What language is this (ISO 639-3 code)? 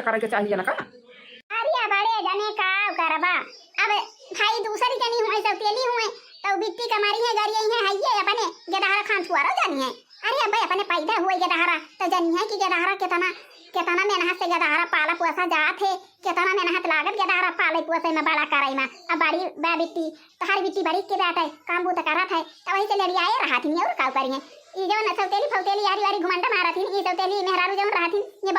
awa